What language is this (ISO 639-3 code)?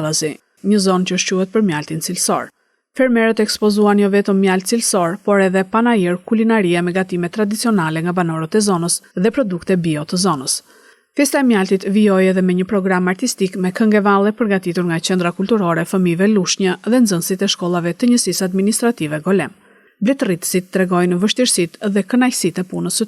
sqi